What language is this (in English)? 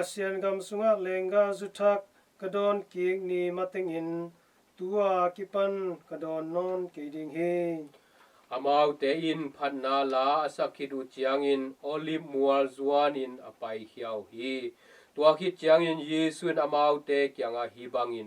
Tedim Chin